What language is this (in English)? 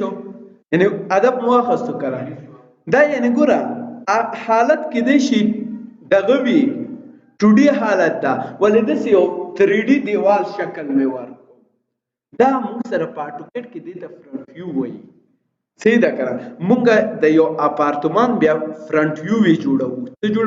Pashto